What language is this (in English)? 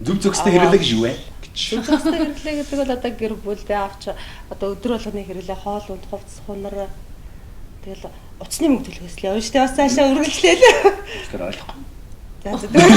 Mongolian